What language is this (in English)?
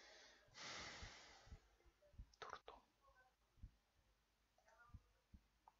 Russian